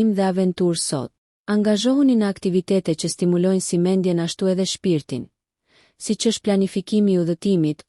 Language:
Albanian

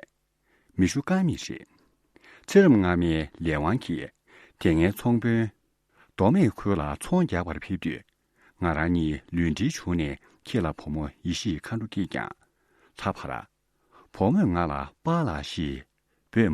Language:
Tibetan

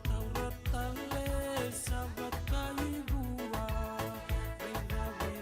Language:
Fijian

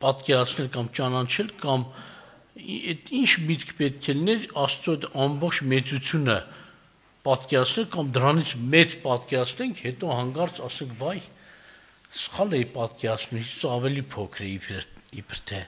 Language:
Armenian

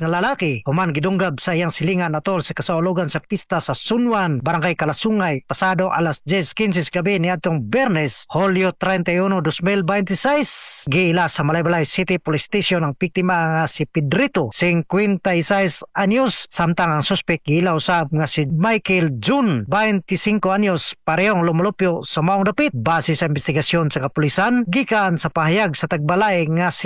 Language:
Cebuano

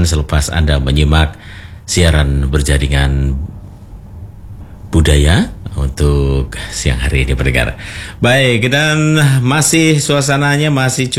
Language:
Indonesian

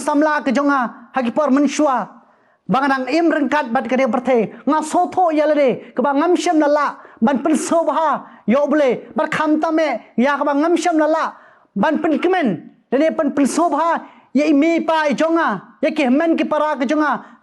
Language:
Khasi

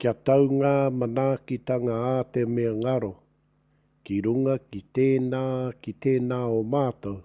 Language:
Māori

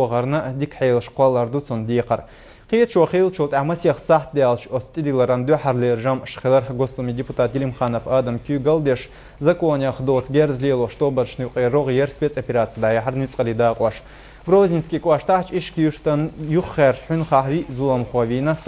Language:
Chechen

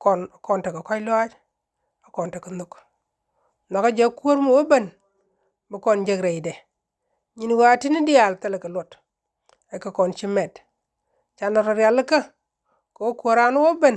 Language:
Nuer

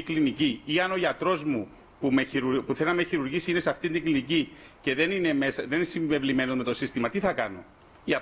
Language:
Greek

